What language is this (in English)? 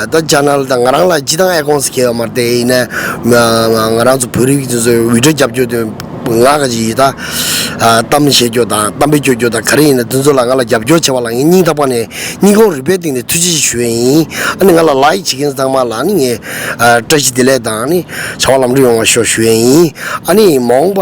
Tibetan